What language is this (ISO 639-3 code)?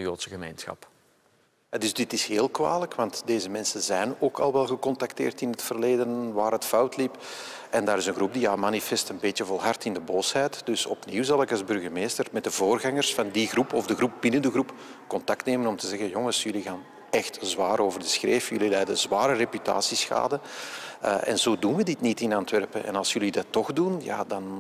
nld